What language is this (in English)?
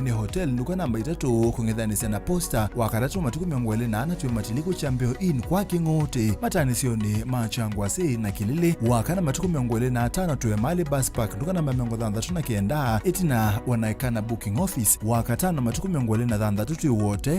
Kamba